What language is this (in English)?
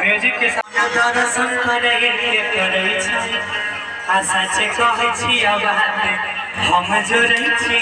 Maithili